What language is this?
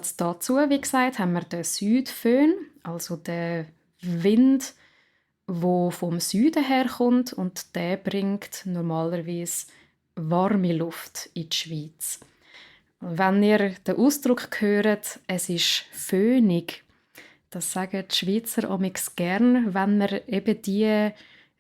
Swiss German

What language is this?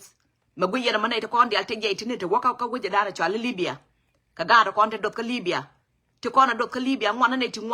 Nuer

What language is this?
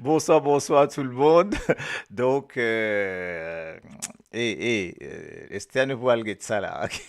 Morisyen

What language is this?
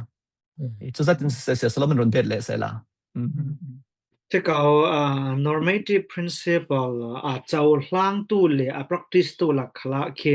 Falam Chin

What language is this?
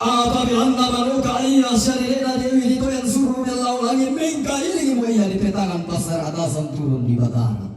Toraja-Sa'dan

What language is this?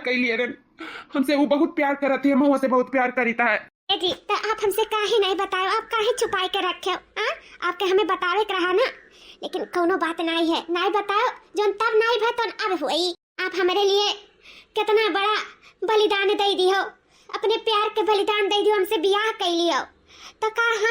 Awadhi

